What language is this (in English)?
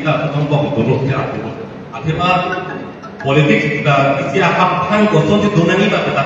Karbi